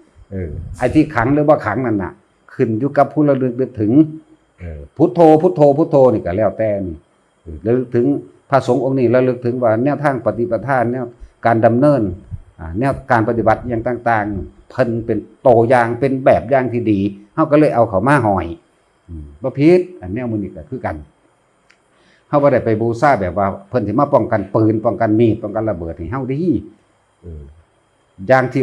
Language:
Lao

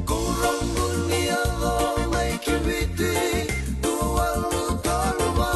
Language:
Fijian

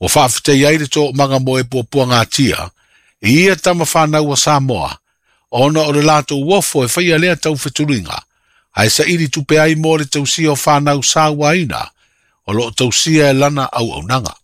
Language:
Samoan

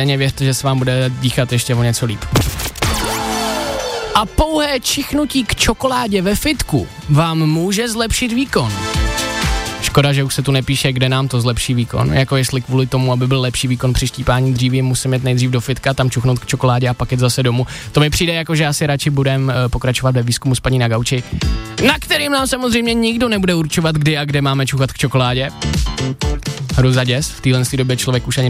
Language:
Czech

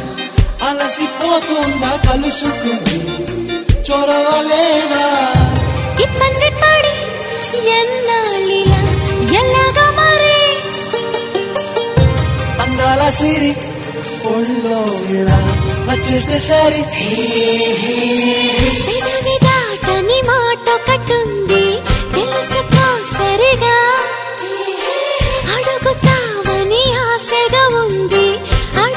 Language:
Telugu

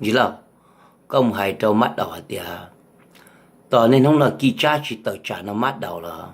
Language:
Hmong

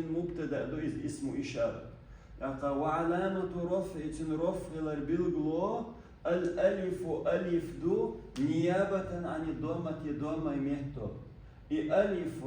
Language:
Chechen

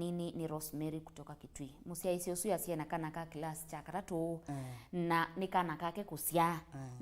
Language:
Kamba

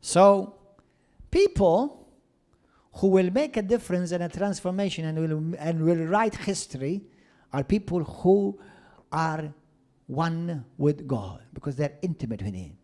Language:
English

